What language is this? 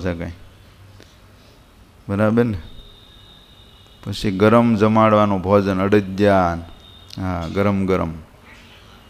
Gujarati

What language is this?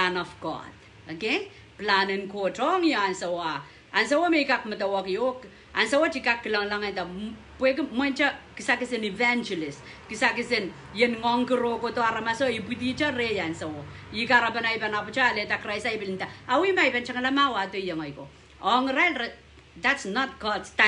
Pohnpeian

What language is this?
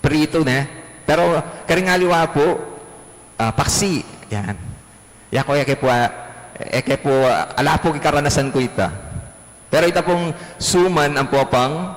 Pampanga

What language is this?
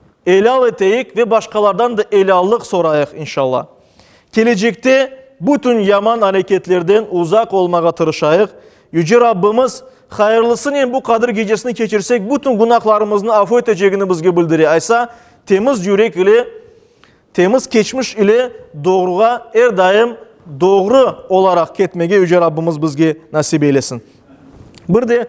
Crimean Tatar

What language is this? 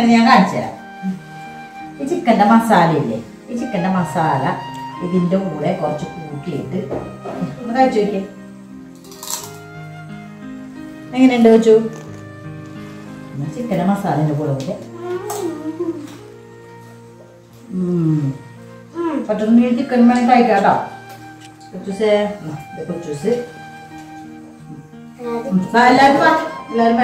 Malayalam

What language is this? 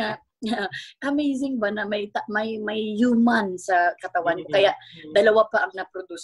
Filipino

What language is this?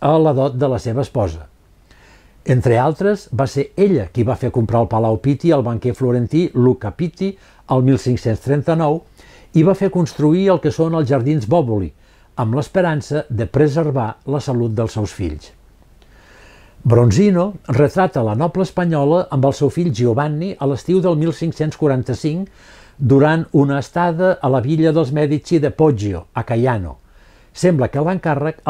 Catalan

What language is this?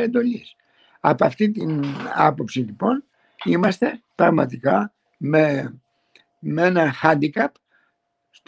Greek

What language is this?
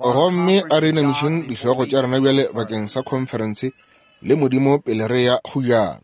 Northern Sotho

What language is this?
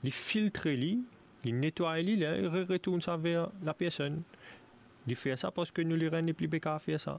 Morisyen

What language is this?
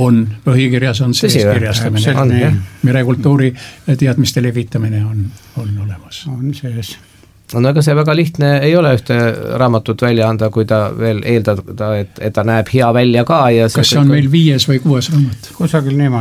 Estonian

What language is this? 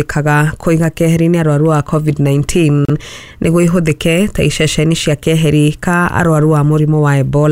Kikuyu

